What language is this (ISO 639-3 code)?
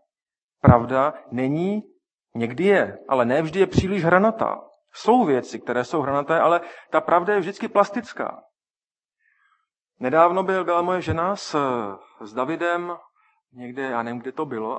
ces